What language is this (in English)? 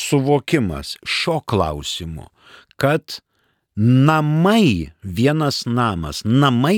Lithuanian